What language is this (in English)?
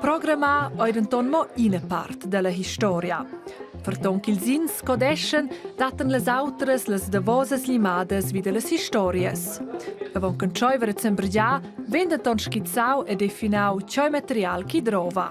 Romansh